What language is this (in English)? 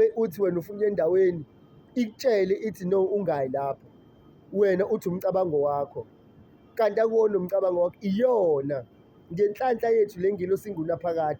Zulu